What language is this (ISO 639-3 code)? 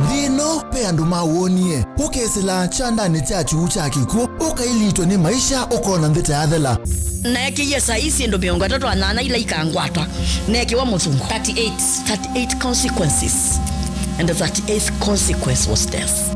kam